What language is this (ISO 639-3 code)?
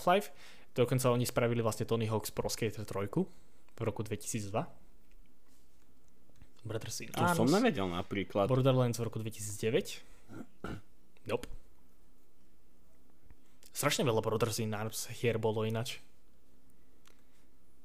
slk